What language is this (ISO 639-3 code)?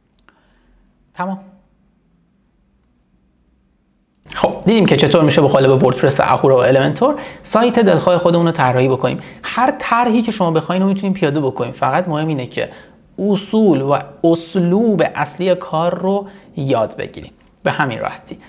fas